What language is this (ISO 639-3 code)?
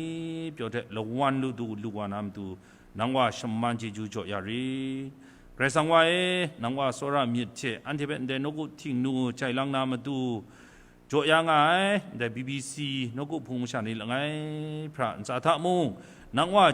kac